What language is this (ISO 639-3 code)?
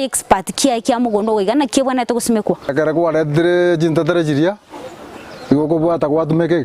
guz